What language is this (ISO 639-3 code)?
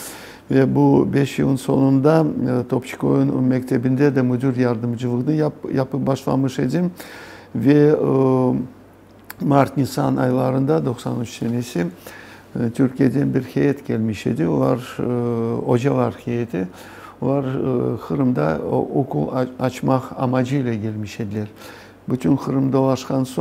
crh